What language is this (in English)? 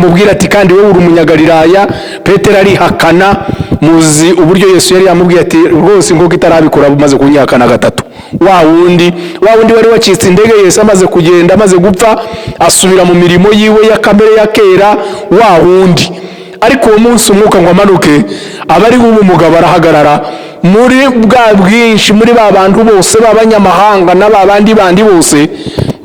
Kinyarwanda